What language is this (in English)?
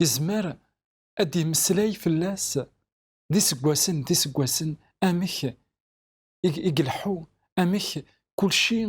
Kabyle